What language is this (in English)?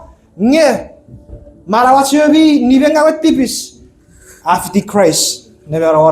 Chuukese